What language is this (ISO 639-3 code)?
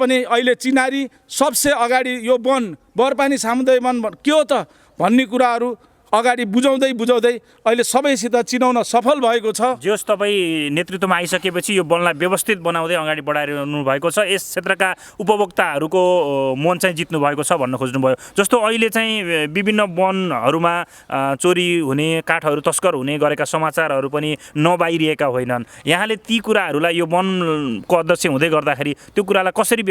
nep